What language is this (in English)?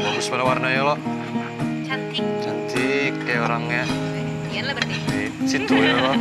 Banjar